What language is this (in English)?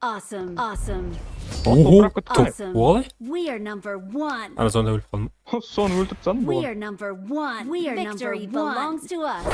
Kara-Kalpak